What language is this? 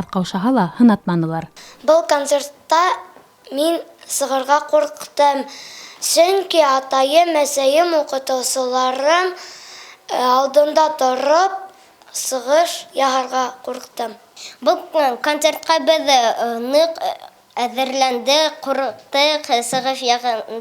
Bashkir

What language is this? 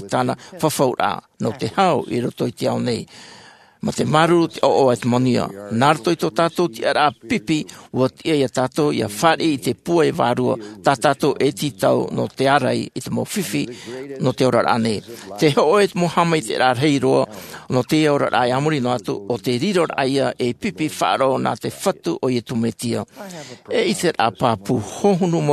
Tahitian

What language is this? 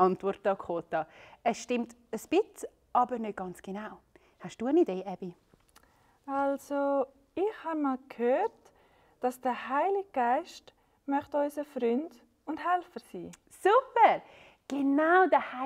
Swiss German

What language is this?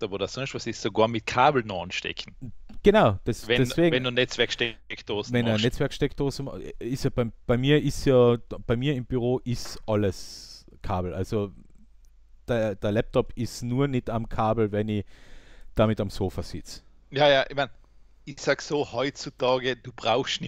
German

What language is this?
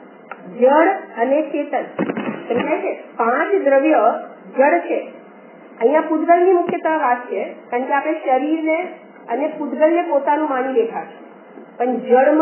Gujarati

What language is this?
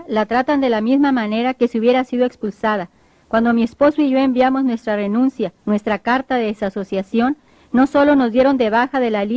Spanish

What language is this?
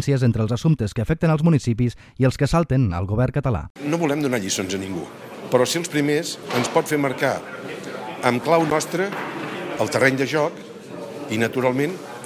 Catalan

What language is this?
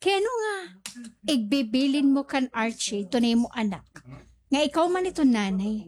Waray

